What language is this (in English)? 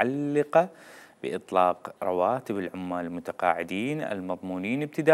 Mesopotamian Arabic